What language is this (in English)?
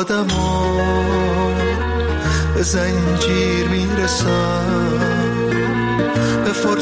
Persian